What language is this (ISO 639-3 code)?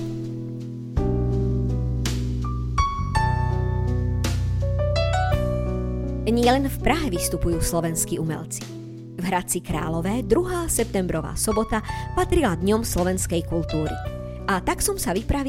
slk